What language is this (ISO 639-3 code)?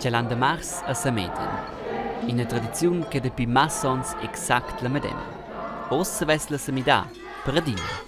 roh